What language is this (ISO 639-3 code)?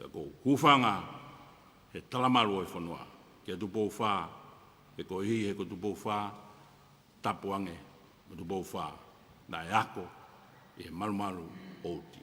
ton